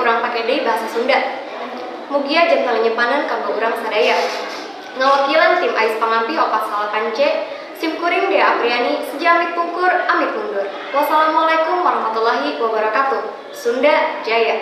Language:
Sundanese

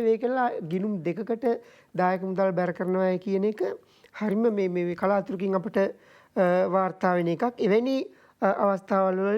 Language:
Sinhala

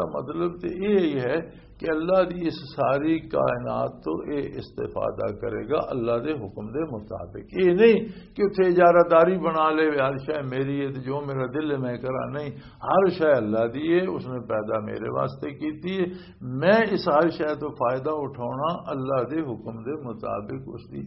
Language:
Western Panjabi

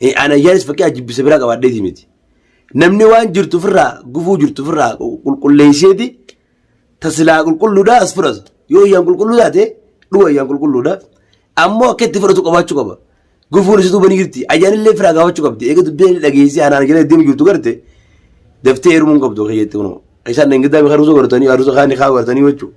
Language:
Oromo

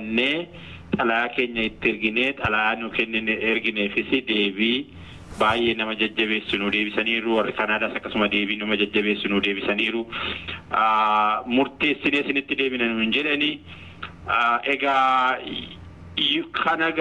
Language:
Oromo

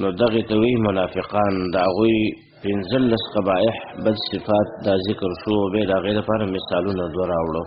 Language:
Pashto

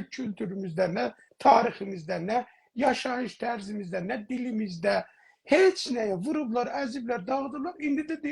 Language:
South Azerbaijani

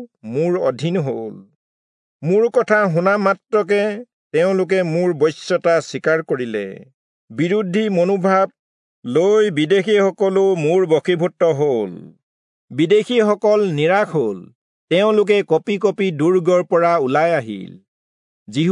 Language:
Assamese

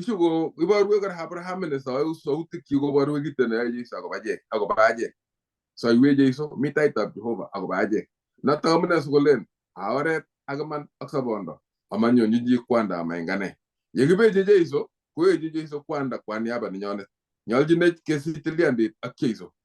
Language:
Kalenjin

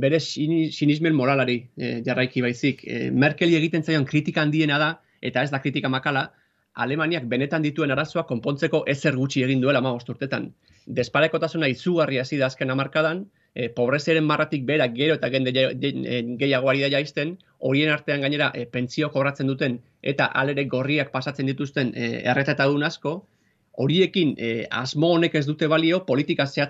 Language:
Basque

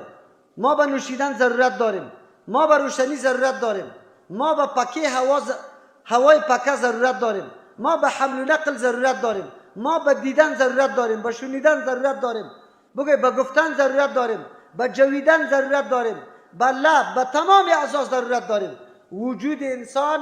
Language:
Persian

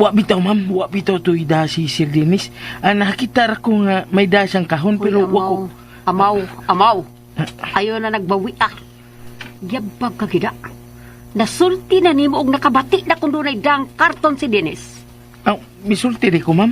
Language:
Cebuano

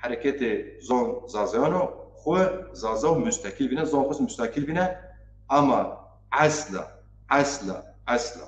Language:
Zaza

